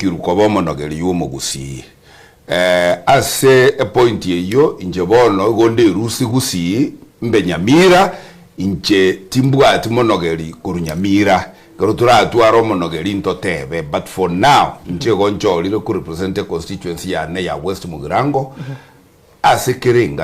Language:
Gusii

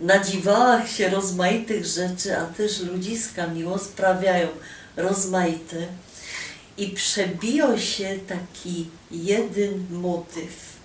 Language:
Silesian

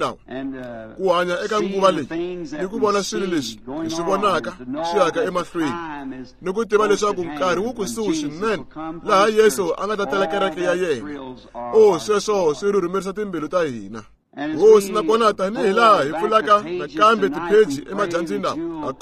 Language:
Tsonga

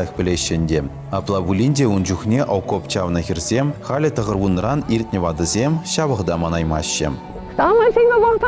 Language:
Chuvash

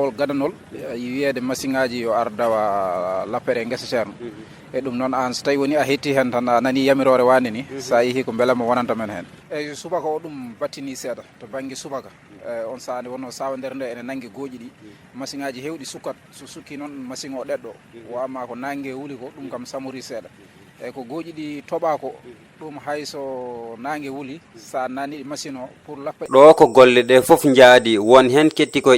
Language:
Fula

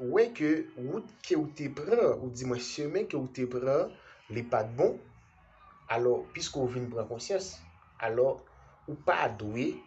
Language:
Haitian Creole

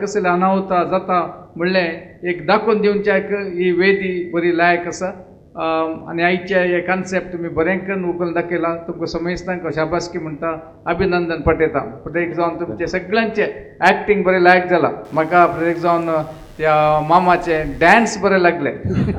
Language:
Konkani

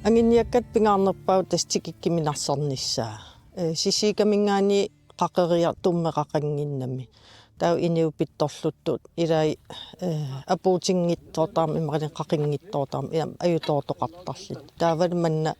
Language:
Kalaallisut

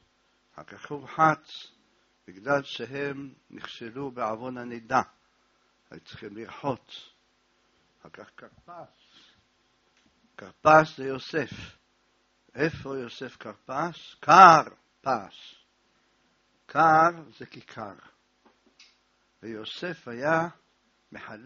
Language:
Hebrew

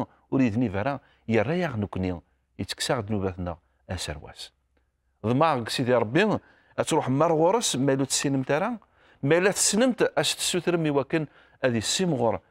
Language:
Kabyle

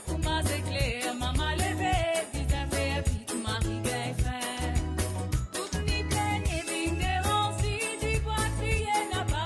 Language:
Morisyen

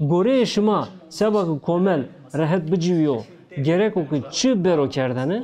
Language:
Zaza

